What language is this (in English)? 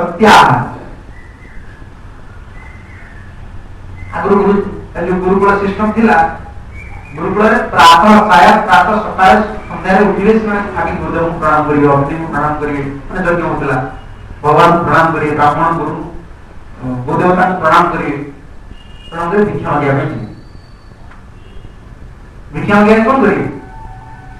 Odia